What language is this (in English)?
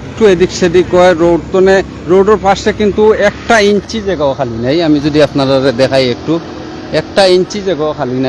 Sylheti